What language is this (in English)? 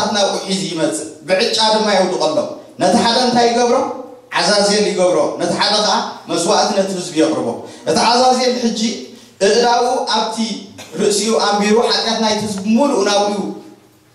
Tigrinya